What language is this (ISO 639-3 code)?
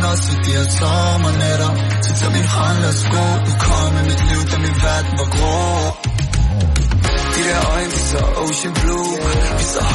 dan